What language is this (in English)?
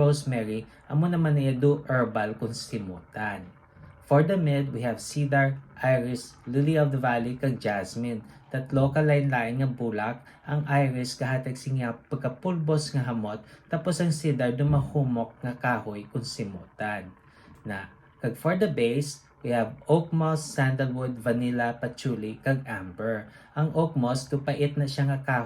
Hiligaynon